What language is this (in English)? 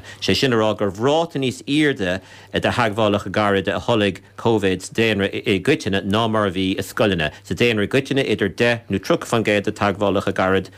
Irish